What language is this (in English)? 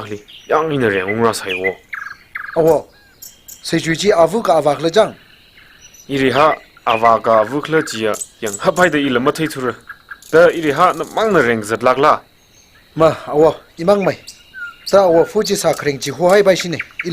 Tangkhul Naga (India)